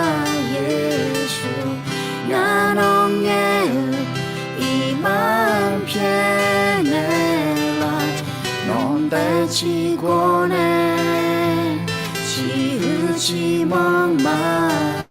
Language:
Akha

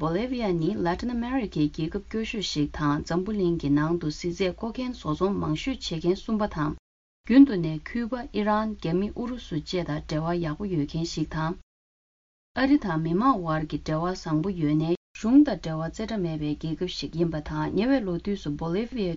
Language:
Tibetan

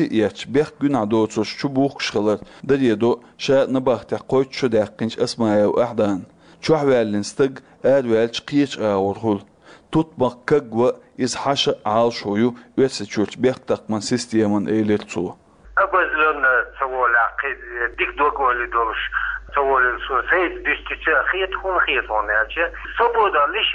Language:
Chechen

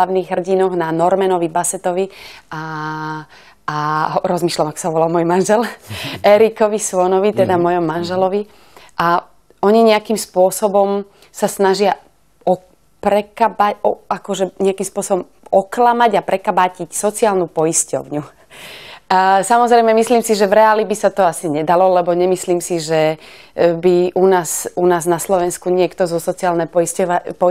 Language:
Slovak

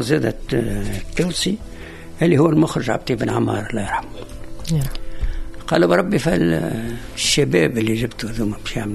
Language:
Tunisian Arabic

